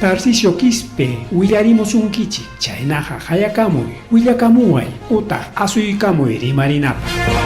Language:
Ayacucho Quechua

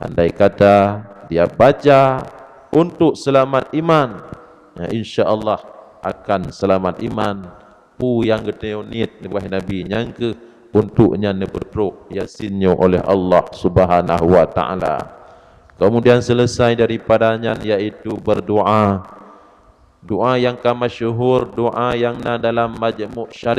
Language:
Achinese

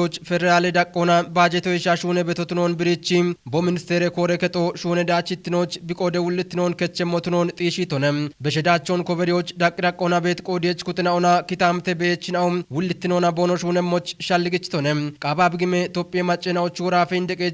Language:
Kafa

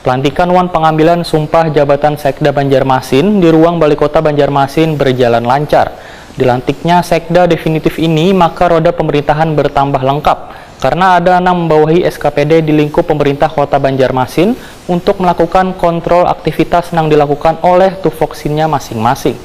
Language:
Banjar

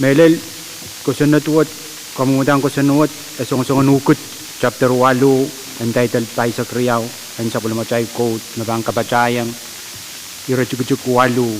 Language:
Pohnpeian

